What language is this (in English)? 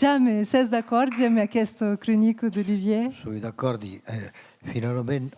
Occitan